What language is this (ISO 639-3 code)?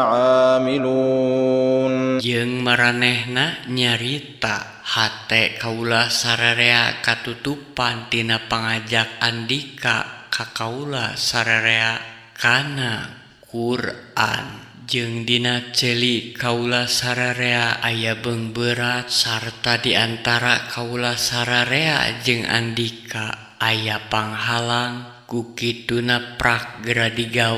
sun